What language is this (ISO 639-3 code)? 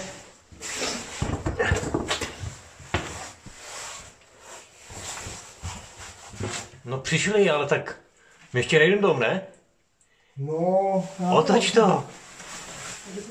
ces